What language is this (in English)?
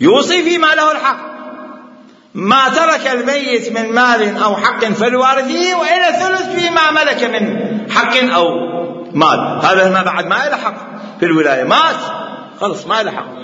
Mesopotamian Arabic